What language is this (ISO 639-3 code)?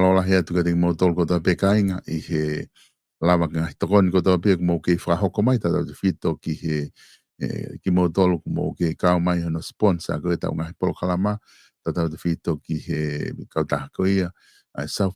ton